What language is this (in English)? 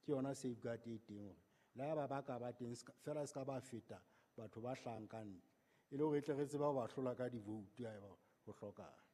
Southern Sotho